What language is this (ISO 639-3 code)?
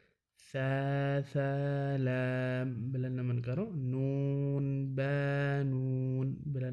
amh